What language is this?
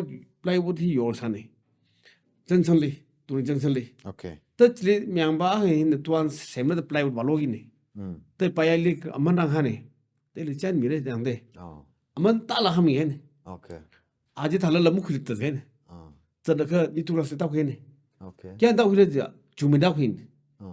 Tangkhul Naga (India)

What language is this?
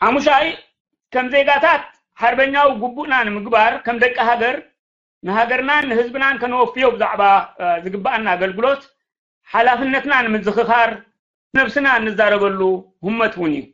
Tigrinya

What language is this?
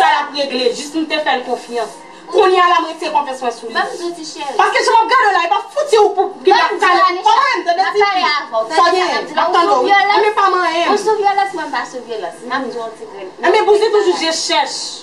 Haitian Creole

